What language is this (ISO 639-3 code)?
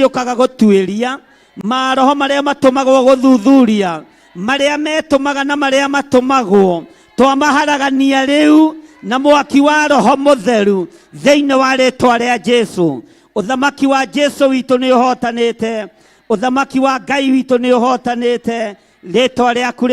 kik